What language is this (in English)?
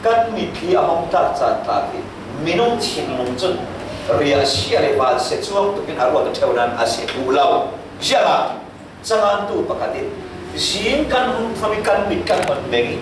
Falam Chin